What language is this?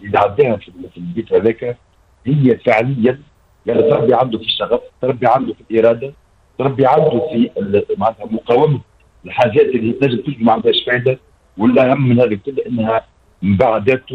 Tunisian Arabic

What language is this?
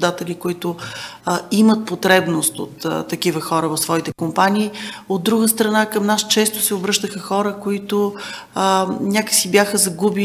Bulgarian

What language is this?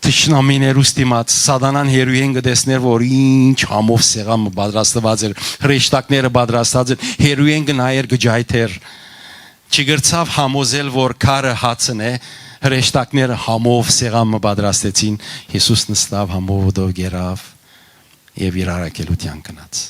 Western Armenian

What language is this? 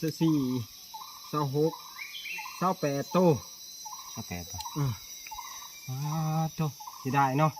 Northeastern Thai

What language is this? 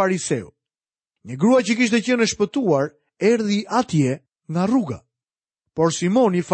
Albanian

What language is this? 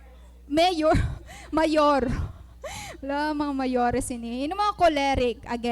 Waray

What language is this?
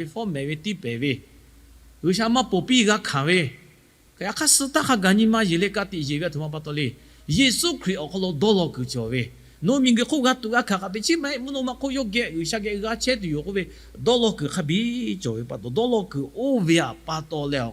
Lahu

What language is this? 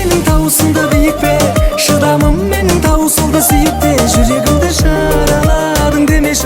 Kazakh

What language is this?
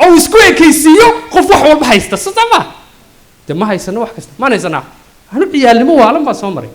Somali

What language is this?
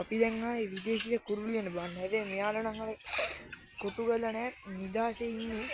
Sinhala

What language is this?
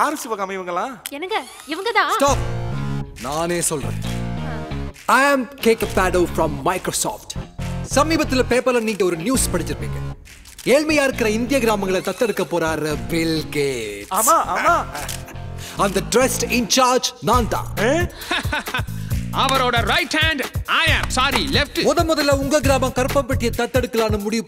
Tamil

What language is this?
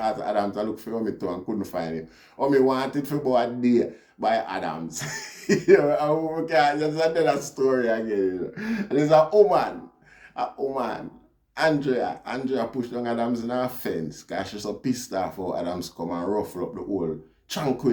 Jamaican Creole English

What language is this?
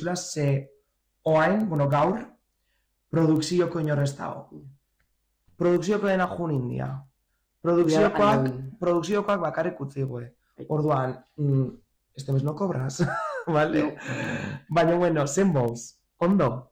Basque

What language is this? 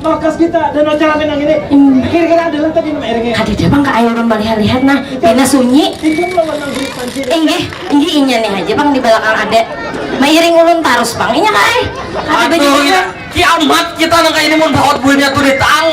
Banjar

